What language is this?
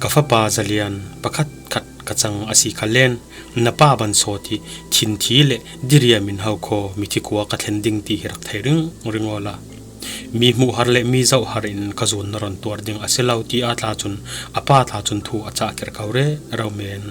Falam Chin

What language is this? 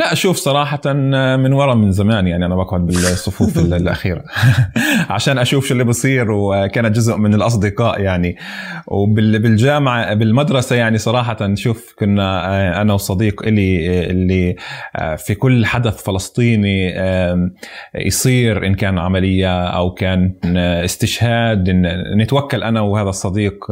North Levantine Arabic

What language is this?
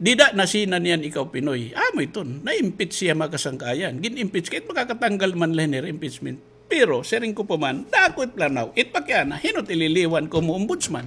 Waray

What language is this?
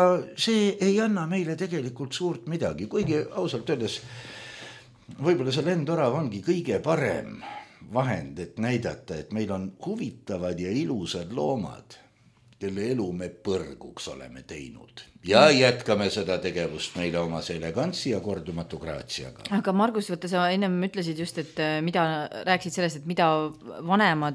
Estonian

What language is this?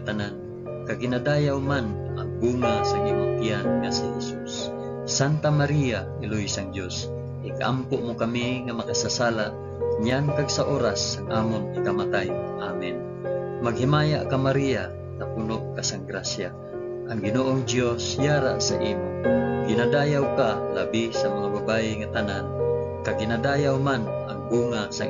Hiligaynon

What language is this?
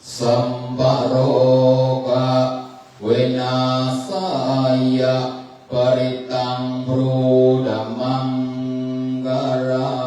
Pali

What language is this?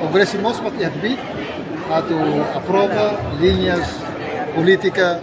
Tetum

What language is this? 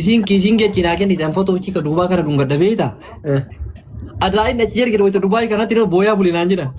Oromo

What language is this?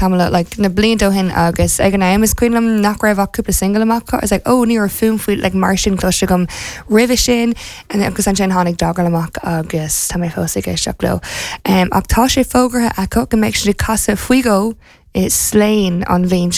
Irish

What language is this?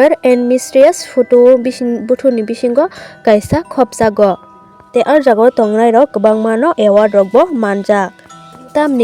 Kok Borok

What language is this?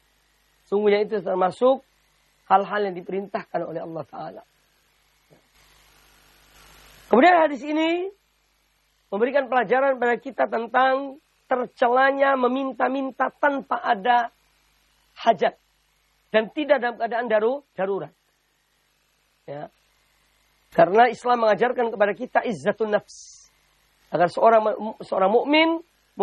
Indonesian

